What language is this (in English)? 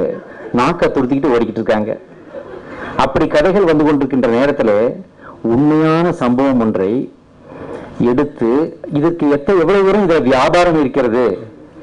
Tamil